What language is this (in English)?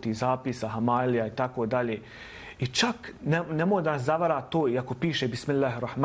Bosnian